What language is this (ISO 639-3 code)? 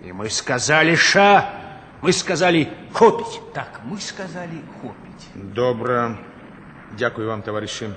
bel